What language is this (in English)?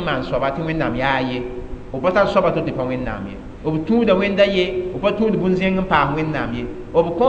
Mossi